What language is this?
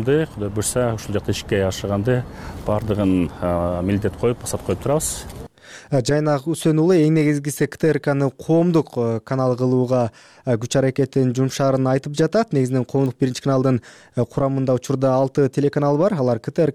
Kyrgyz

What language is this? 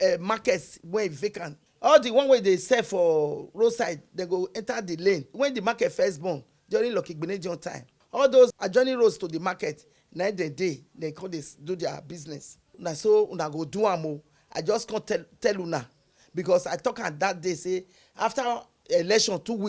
Nigerian Pidgin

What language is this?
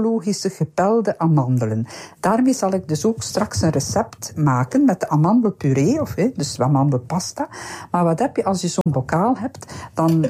Dutch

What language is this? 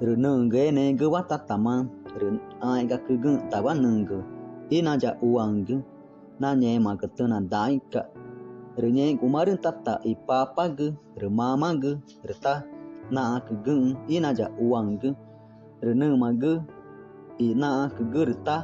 Ticuna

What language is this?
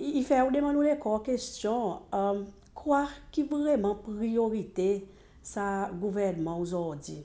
Seselwa Creole French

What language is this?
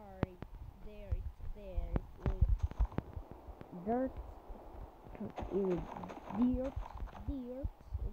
Croatian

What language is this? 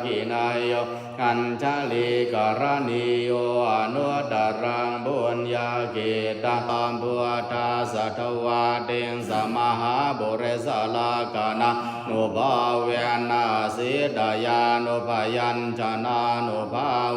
Pali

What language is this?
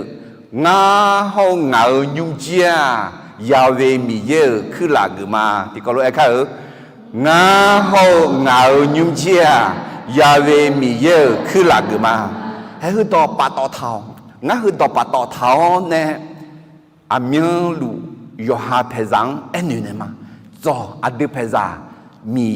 Akha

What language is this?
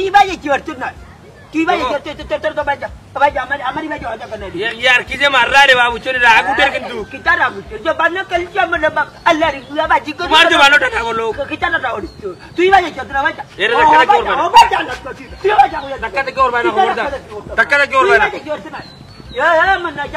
Sylheti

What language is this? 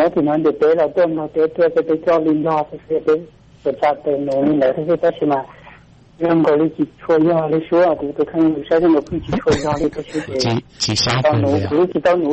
Hmong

